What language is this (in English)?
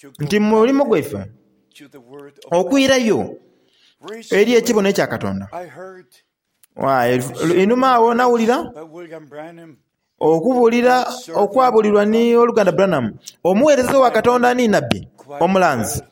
Soga